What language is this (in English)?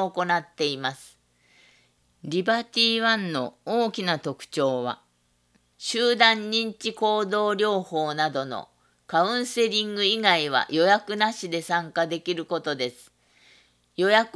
Japanese